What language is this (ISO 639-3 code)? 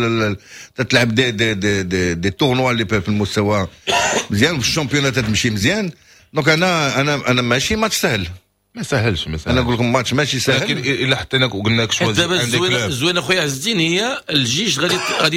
ary